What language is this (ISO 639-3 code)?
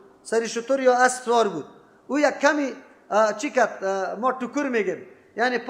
fas